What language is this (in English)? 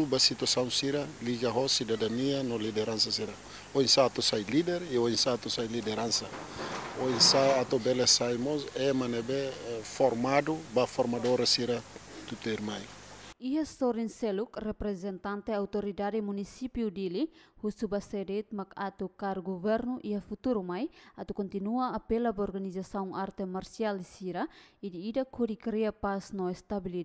Tetum